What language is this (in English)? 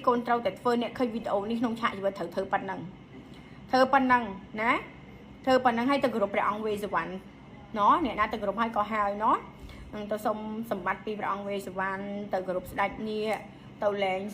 Khmer